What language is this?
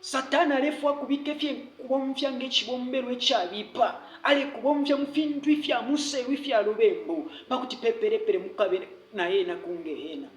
Bemba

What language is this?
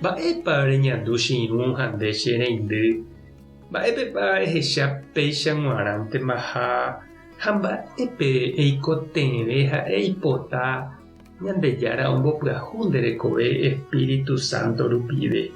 Guarani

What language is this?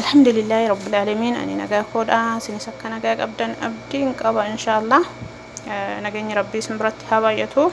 Oromo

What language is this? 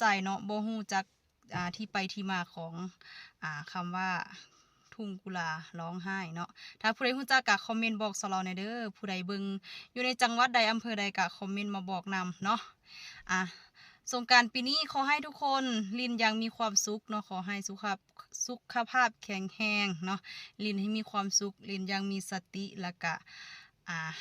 Lao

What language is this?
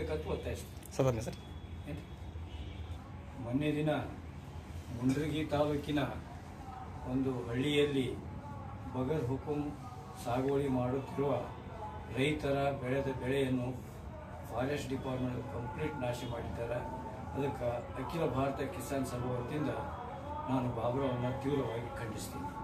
Kannada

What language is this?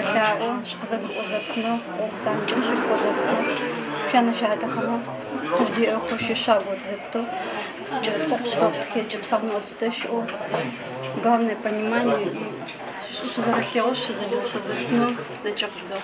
Adyghe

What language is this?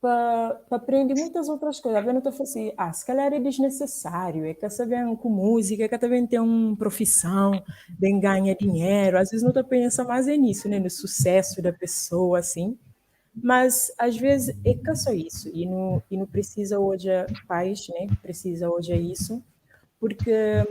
Kabuverdianu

